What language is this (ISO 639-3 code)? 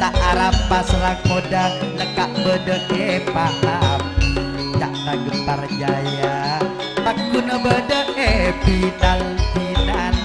mad